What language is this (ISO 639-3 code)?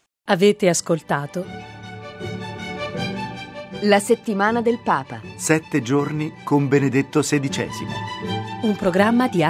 ita